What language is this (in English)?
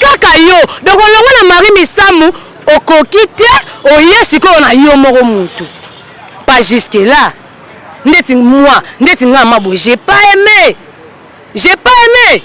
Lingala